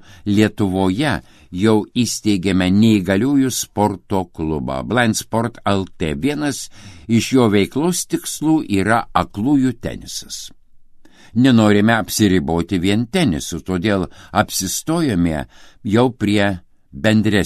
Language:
Lithuanian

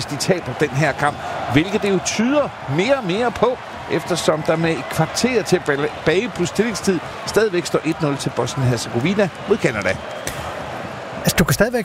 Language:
Danish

